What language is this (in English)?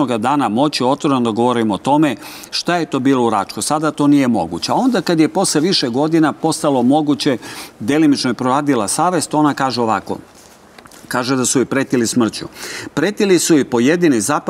Serbian